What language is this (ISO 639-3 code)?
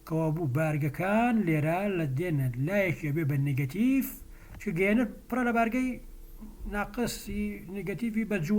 ckb